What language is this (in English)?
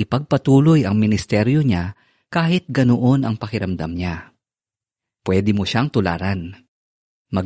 Filipino